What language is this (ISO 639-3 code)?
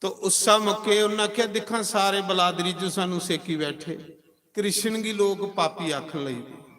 doi